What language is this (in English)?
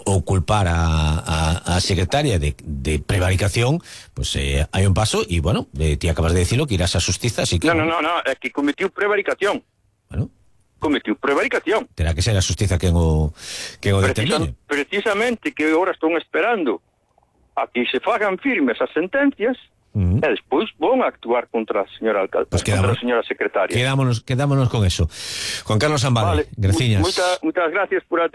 Galician